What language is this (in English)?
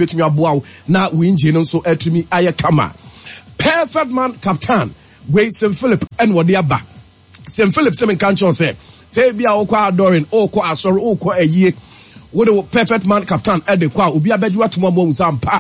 Akan